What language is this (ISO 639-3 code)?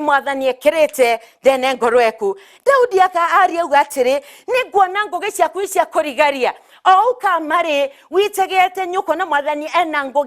mer